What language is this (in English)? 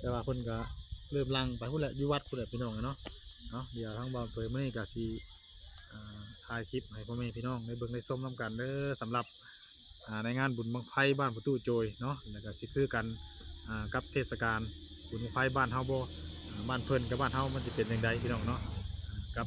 Northeastern Thai